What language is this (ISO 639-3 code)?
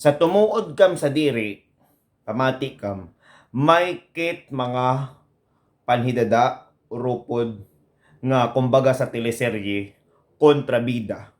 war